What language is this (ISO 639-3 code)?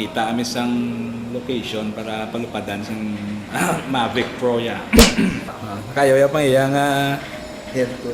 hil